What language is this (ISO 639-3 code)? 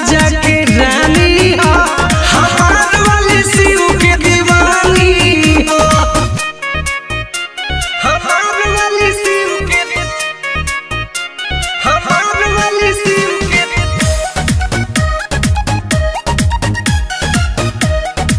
bho